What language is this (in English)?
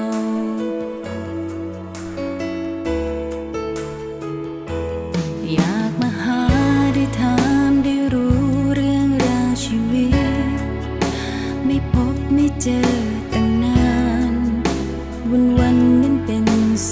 Thai